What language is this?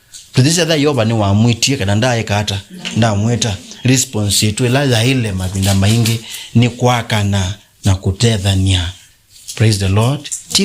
Kamba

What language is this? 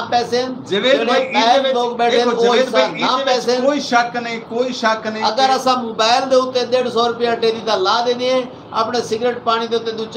Saraiki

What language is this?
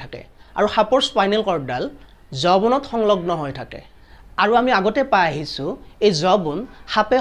Assamese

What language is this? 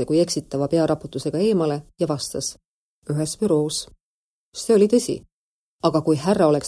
Estonian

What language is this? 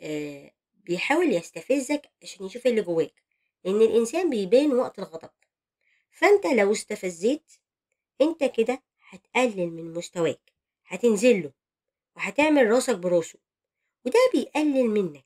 Egyptian Arabic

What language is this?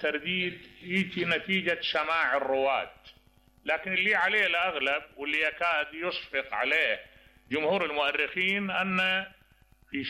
Mesopotamian Arabic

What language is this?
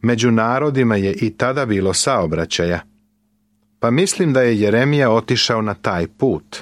Serbian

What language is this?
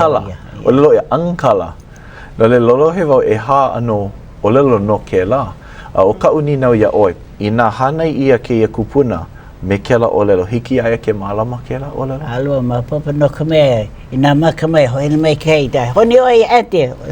Hawaiian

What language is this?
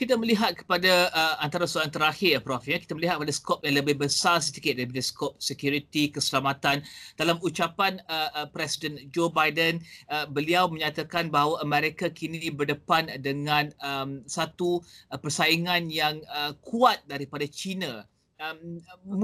Malay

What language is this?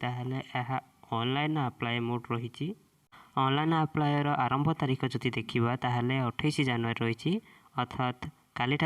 Odia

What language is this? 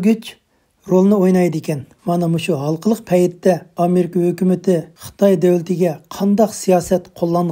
Uyghur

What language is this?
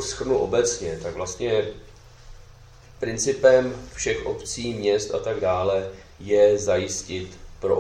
Czech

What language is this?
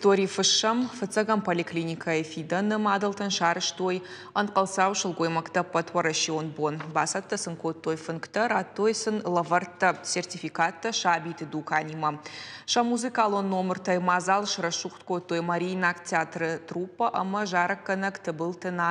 Ossetic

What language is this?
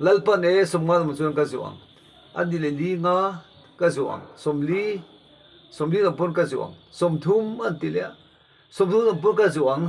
Mizo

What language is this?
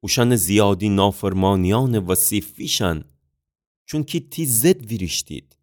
Gilaki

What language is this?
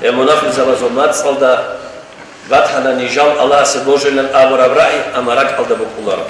Avaric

